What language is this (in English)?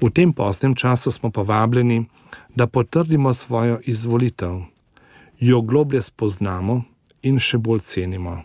Slovenian